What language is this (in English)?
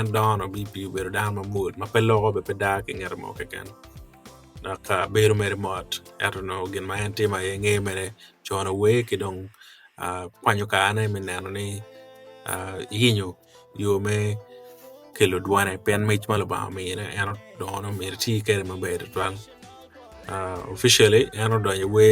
Acoli